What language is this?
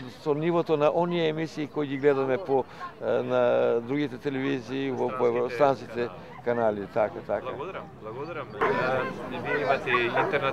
Macedonian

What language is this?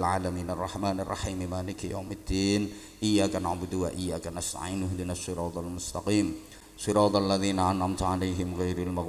Javanese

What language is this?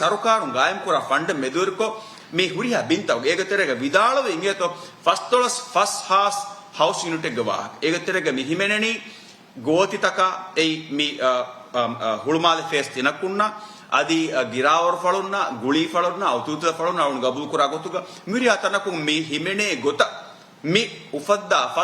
Divehi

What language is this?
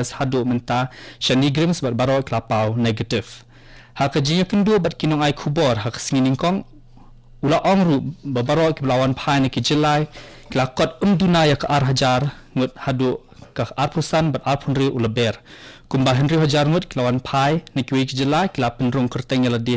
Khasi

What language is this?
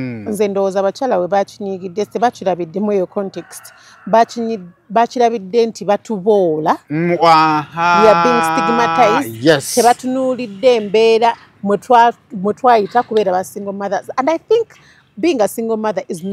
Ganda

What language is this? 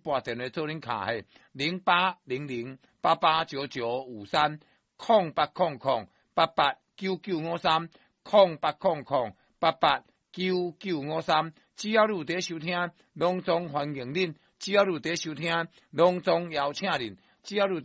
Min Nan Chinese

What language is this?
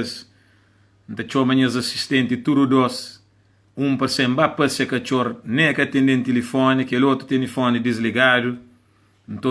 Kabuverdianu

